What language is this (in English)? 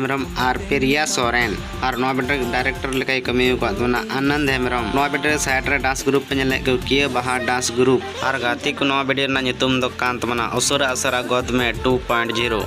Santali